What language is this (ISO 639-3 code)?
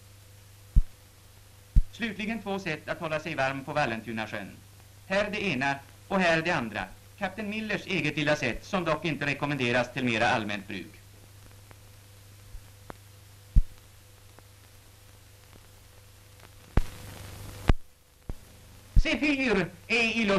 swe